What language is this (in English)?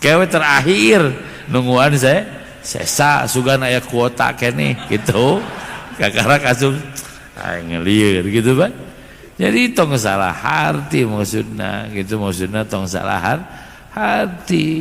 Sundanese